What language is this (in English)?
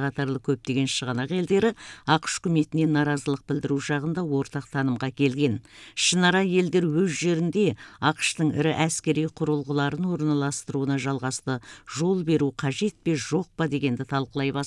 Kazakh